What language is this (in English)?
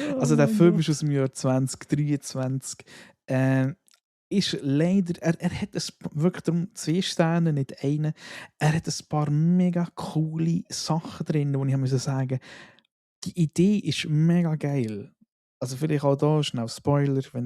Swiss German